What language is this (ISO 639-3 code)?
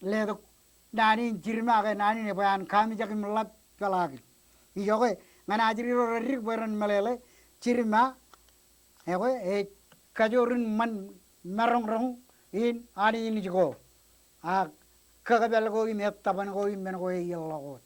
mah